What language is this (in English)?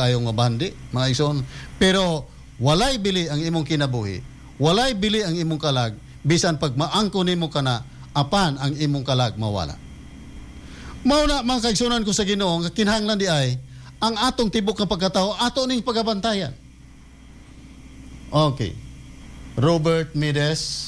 Cebuano